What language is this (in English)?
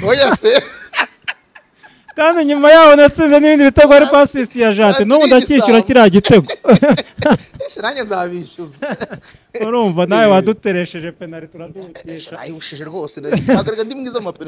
Kinyarwanda